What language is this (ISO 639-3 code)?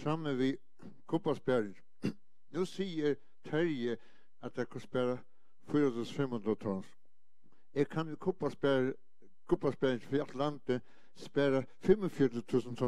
fao